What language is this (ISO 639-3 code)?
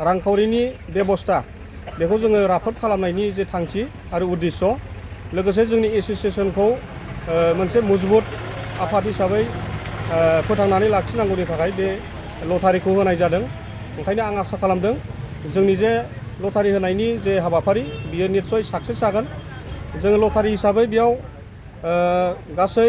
brx